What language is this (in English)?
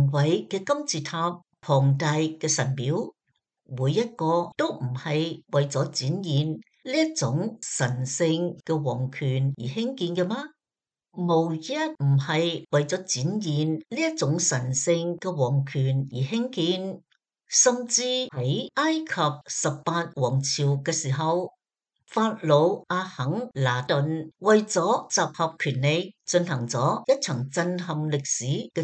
Cantonese